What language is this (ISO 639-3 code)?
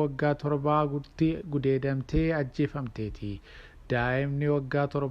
orm